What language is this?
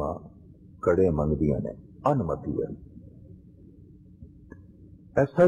Punjabi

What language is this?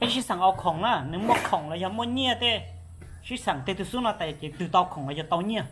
Hmong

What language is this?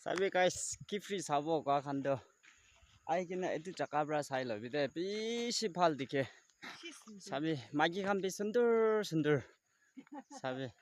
Naga Pidgin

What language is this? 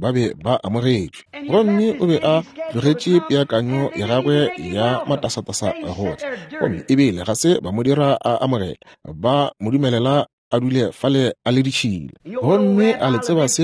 Northern Sotho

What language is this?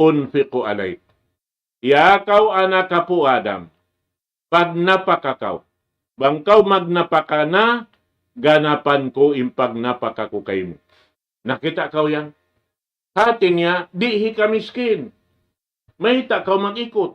Tausug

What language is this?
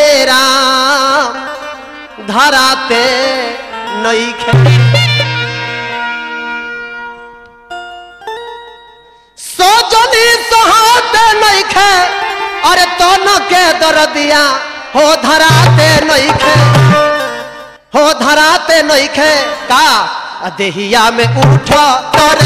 Bhojpuri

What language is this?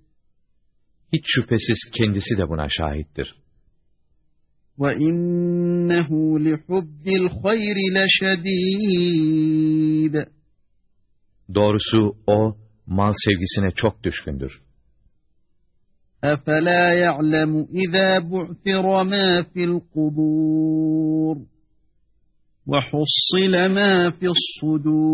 Turkish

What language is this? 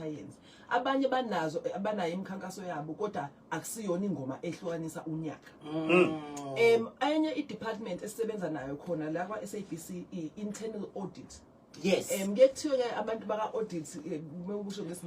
Zulu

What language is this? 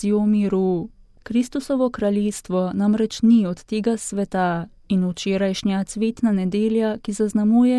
Slovenian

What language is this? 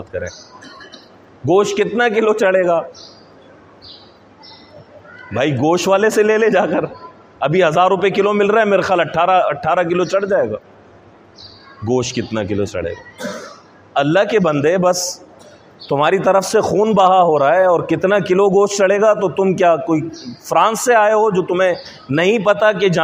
Urdu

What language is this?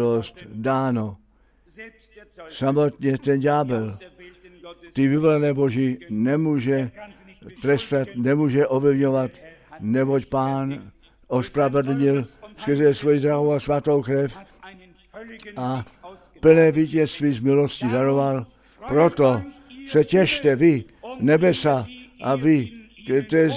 Czech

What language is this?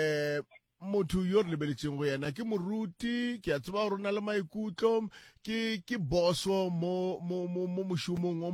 Northern Sotho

